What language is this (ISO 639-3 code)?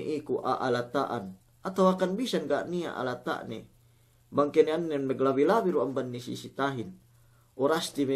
yka